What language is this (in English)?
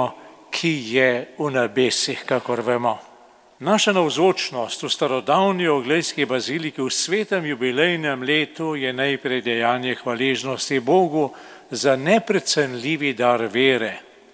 Slovenian